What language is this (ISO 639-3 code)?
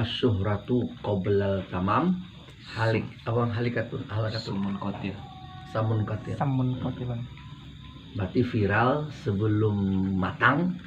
min